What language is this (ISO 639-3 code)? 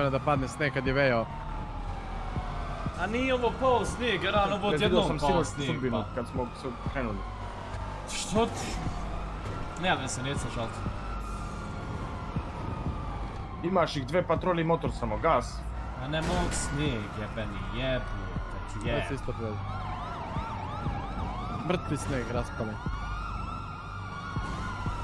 hrv